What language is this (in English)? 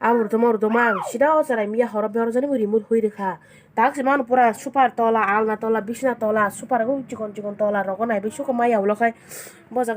Kok Borok